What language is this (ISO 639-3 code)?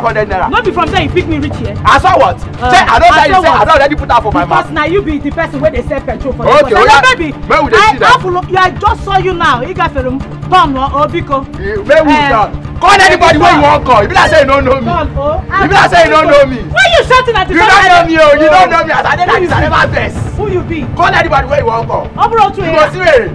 pcm